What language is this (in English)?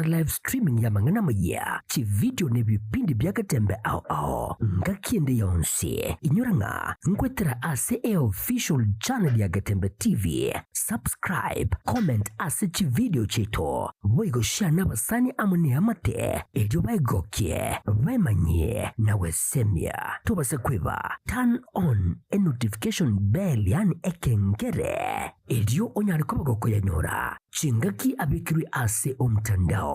Gusii